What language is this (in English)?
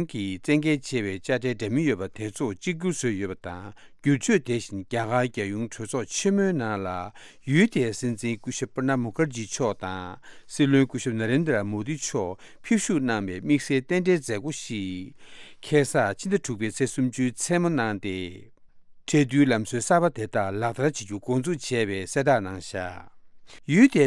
Tibetan